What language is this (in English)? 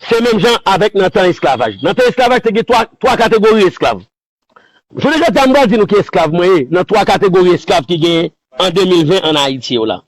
Haitian Creole